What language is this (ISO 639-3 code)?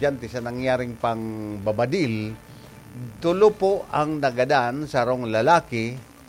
bik